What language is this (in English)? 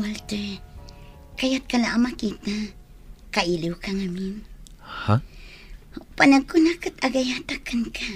Iloko